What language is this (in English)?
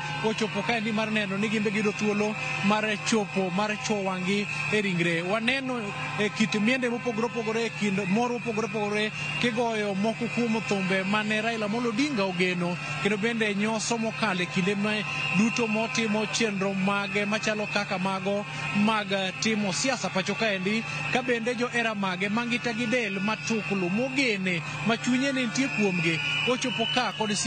Luo (Kenya and Tanzania)